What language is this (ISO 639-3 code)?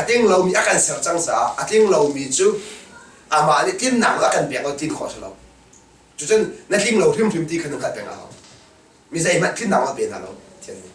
cnh